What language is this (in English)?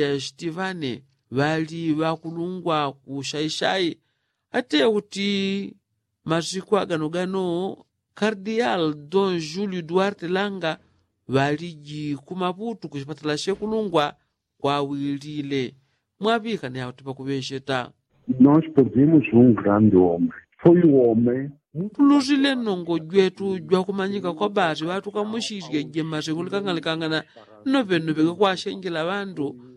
Yao